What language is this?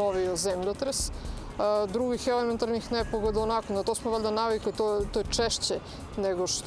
Serbian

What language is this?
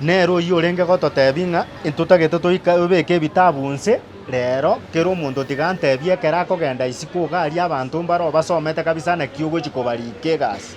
Gusii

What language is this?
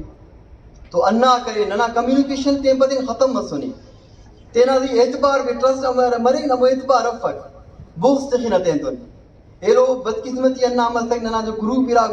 Brahui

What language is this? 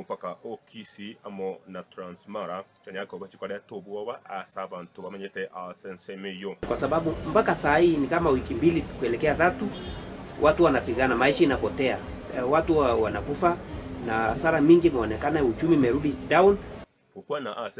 Gusii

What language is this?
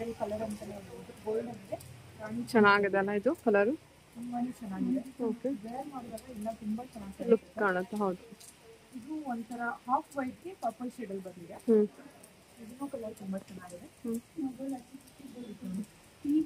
Kannada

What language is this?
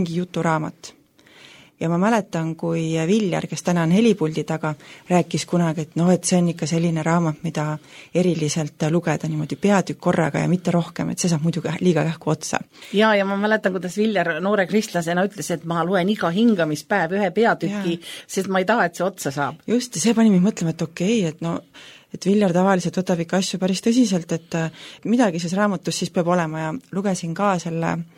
Estonian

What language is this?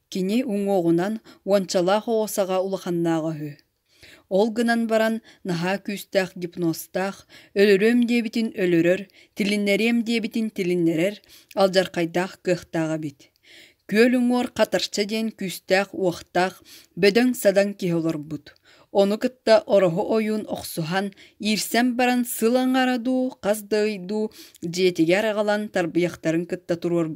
Yakut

